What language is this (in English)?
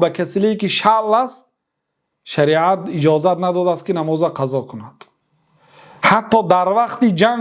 Persian